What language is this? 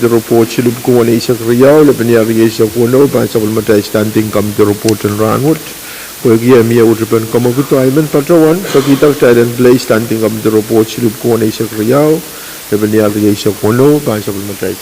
Pohnpeian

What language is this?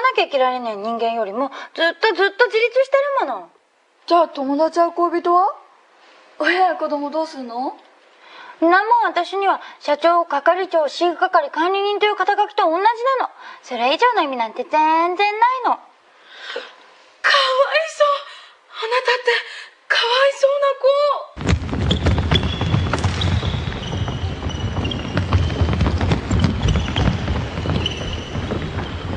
Japanese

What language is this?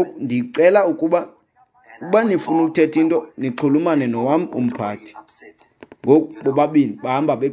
Xhosa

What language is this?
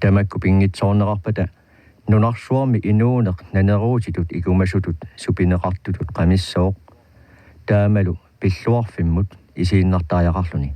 Kalaallisut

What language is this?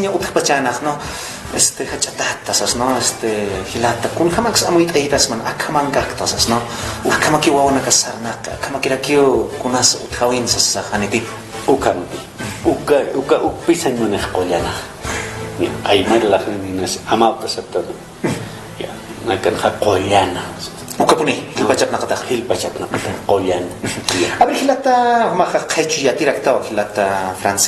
Aymara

